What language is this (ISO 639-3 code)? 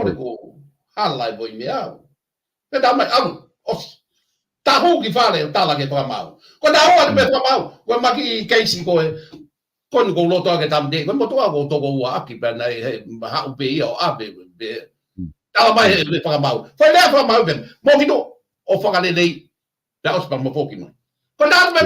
ton